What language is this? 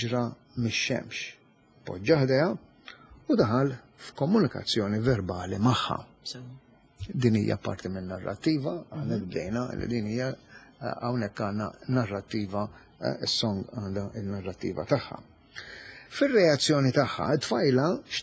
Maltese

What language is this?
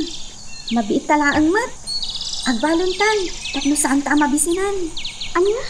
Iloko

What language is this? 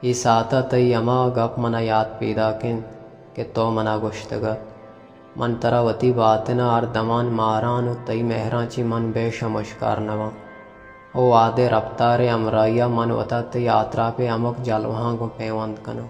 Baluchi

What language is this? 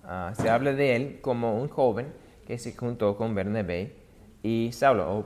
Spanish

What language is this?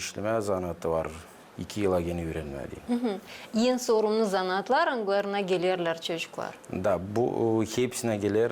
Gagauz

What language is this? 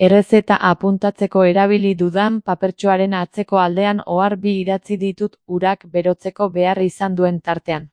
Basque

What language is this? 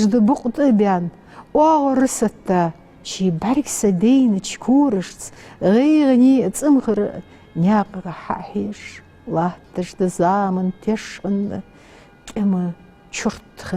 Ingush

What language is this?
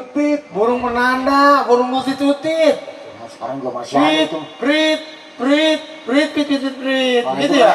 Betawi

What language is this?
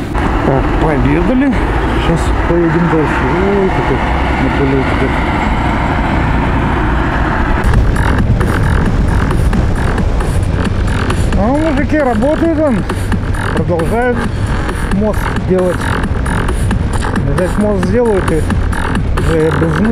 Russian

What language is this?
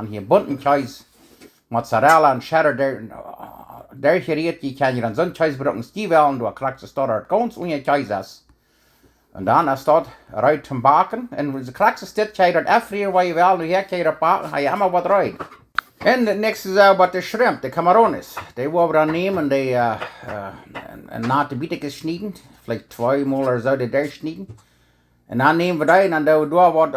Plautdietsch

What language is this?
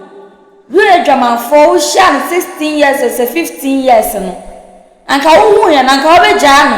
Akan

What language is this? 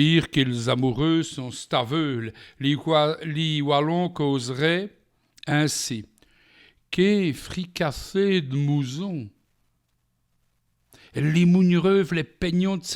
Walloon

